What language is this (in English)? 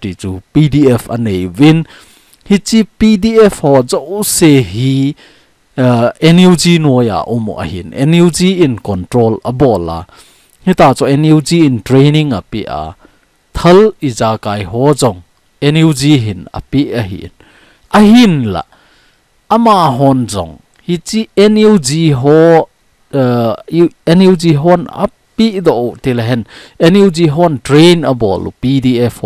Thado Chin